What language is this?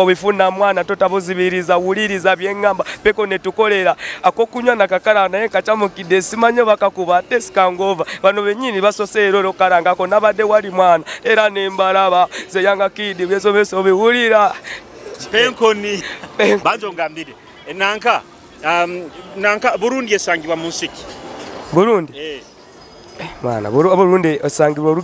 Nyoro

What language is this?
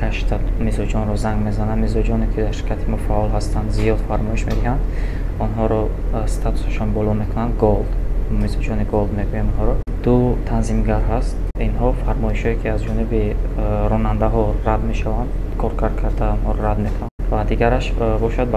Tajik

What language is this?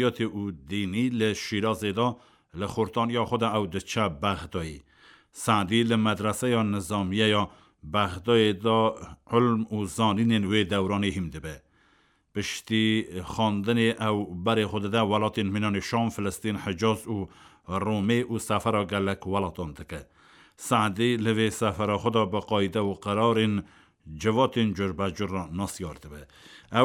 Kurdish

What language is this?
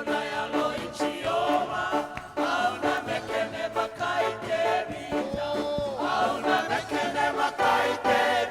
Fijian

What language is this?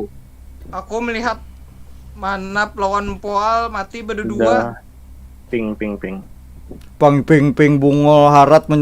Banjar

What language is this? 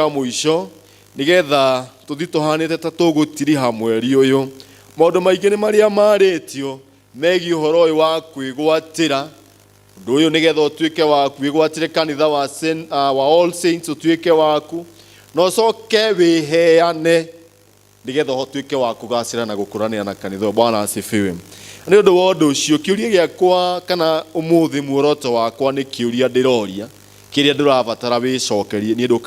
Kikuyu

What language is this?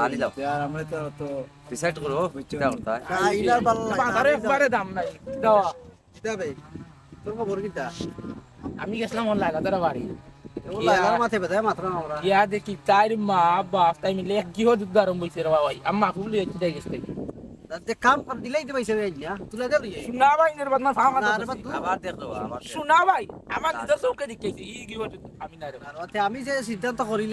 Sylheti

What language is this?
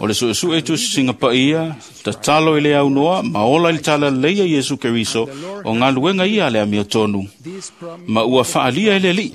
Samoan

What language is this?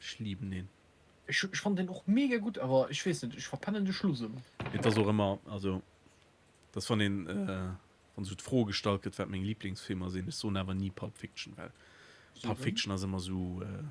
Luxembourgish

